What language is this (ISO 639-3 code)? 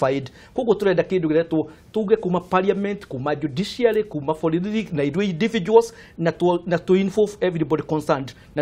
kik